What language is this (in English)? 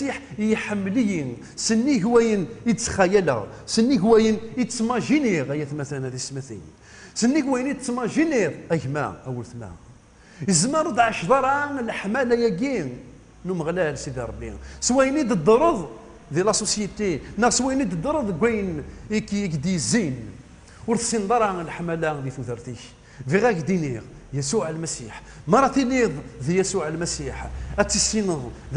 Kabyle